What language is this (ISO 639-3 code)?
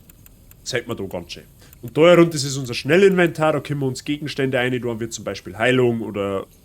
bar